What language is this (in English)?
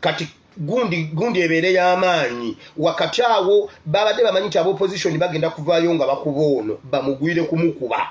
Ganda